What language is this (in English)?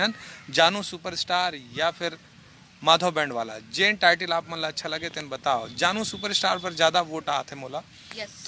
Chhattisgarhi